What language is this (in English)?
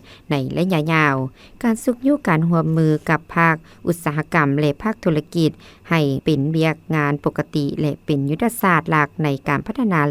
Lao